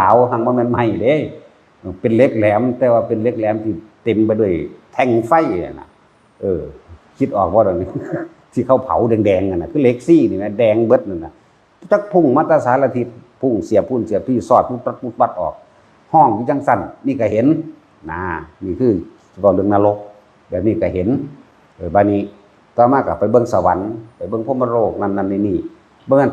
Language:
Northeastern Thai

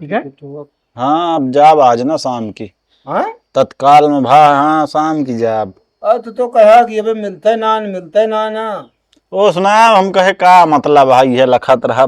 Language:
Awadhi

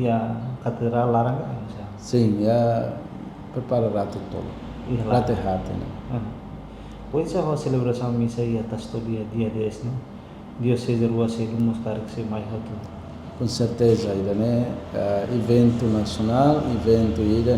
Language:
Tetum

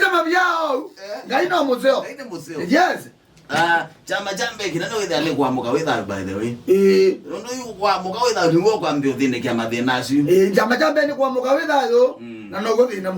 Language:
Kamba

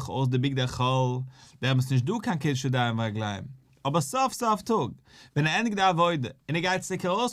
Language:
Yiddish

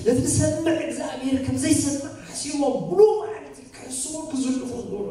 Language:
Tigrinya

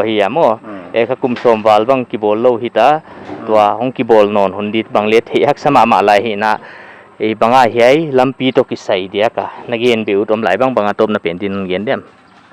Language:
Paite Chin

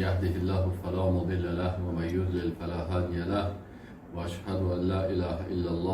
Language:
Persian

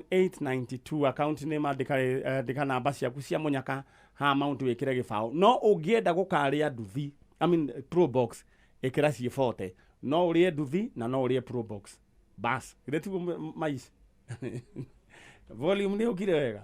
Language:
Kikuyu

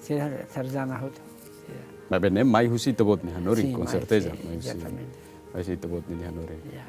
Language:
Tetum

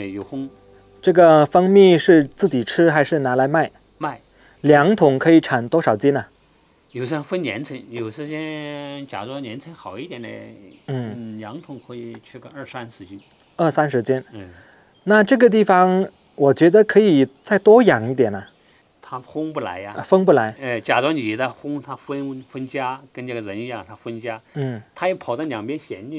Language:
Chinese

